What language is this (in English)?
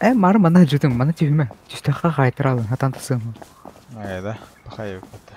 Yakut